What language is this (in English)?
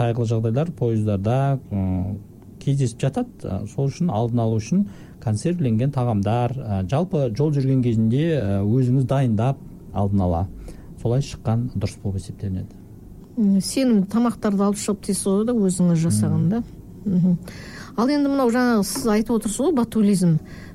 Kazakh